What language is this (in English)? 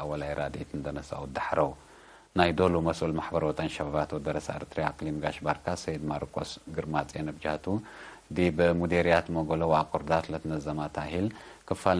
Tigre